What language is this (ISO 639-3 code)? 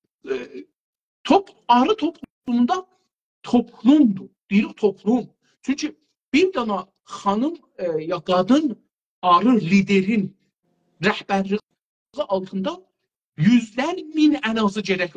azb